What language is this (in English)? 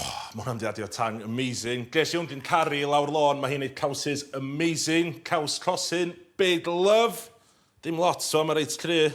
Welsh